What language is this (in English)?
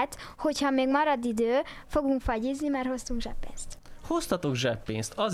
Hungarian